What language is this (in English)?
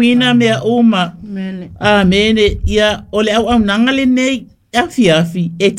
Samoan